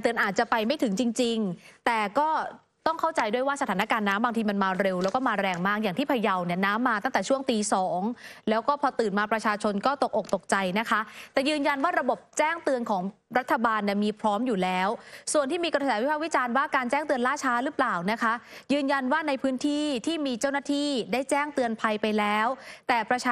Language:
Thai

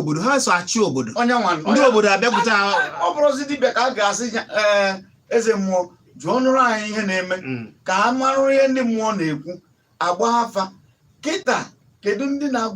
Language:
Igbo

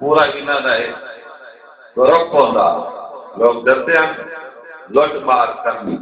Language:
Saraiki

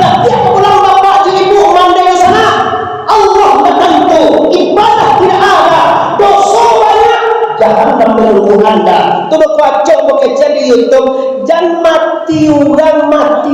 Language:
Minangkabau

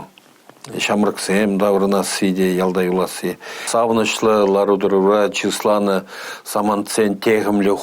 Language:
Chuvash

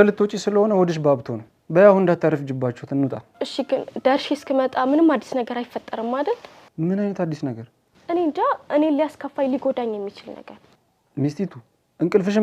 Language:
Amharic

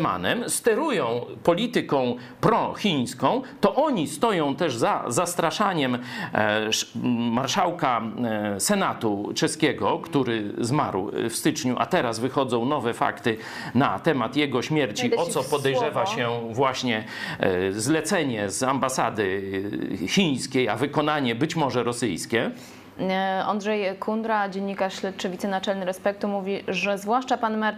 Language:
Polish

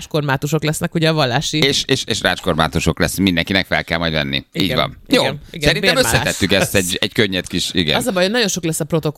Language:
Hungarian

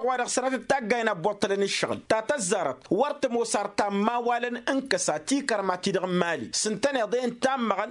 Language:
Tamasheq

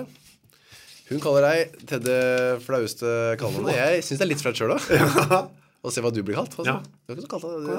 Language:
Norwegian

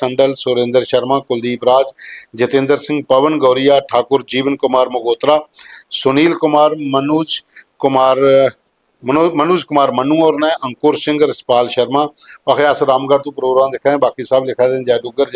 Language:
Dogri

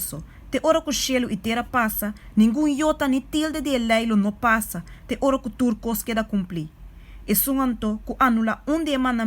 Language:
Papiamento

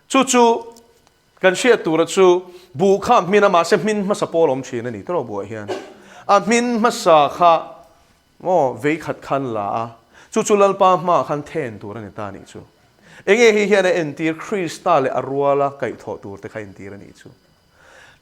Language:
Mizo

